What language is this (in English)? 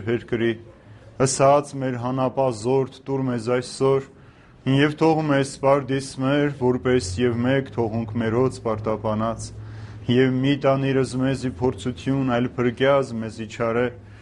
Armenian